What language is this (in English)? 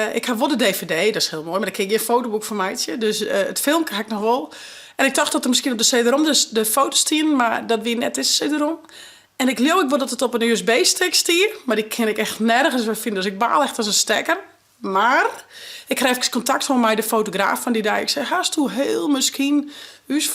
Western Frisian